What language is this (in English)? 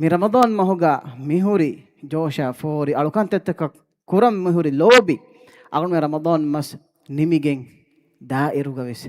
Divehi